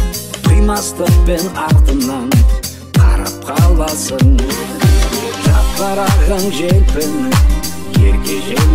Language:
Kazakh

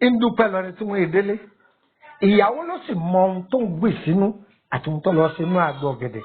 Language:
Yoruba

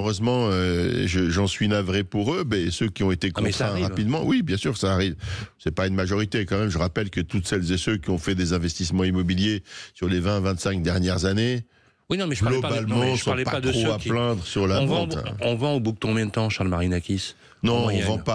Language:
French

